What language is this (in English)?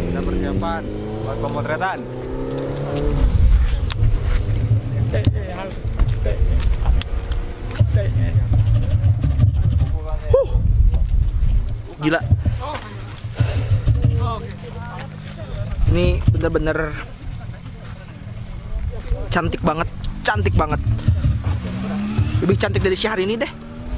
Indonesian